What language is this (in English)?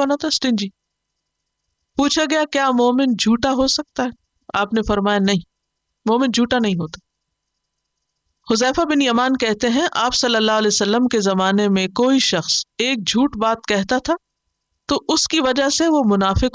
Urdu